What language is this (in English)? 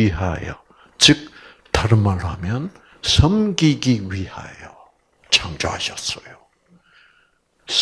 Korean